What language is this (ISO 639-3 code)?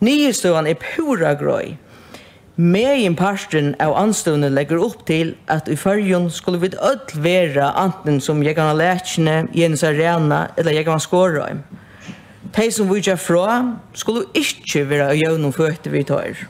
fao